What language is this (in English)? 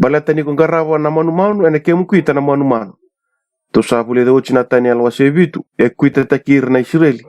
Fijian